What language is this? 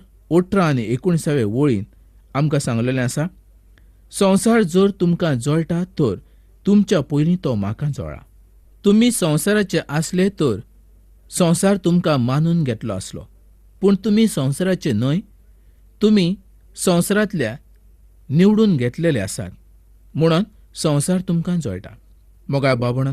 Konkani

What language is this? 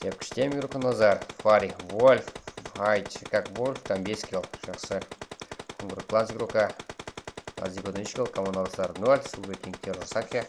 Kara-Kalpak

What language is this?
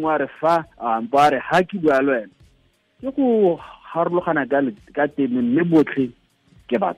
Tswana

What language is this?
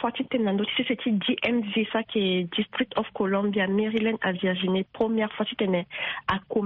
Sango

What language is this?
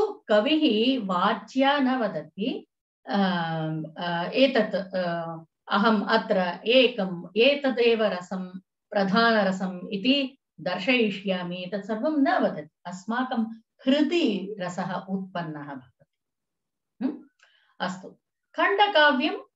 Sanskrit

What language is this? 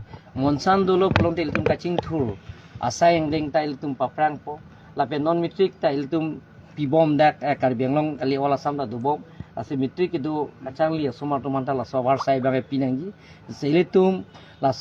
Karbi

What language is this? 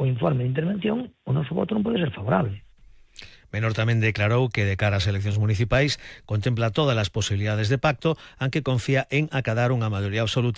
Galician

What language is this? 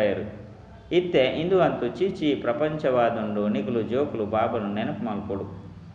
Tulu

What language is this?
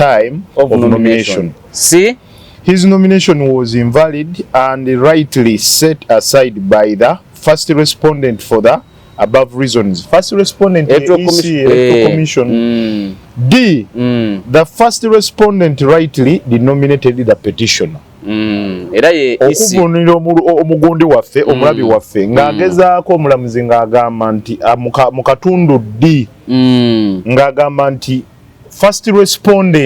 Ganda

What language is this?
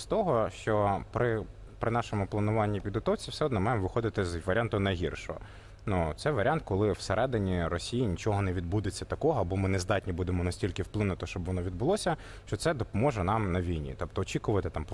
Ukrainian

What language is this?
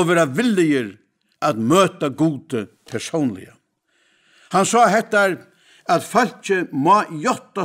Faroese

